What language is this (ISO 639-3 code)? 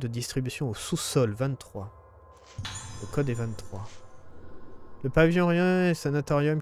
fra